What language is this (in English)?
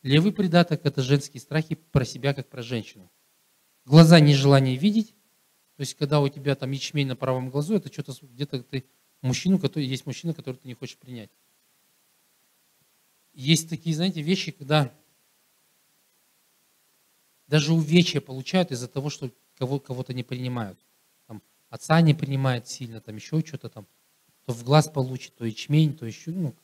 Russian